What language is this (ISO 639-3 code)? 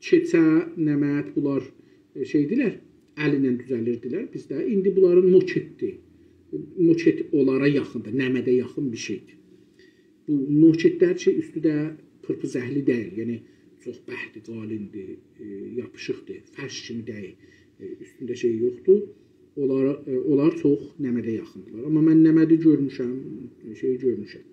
azb